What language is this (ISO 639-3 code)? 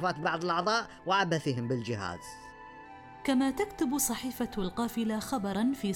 ara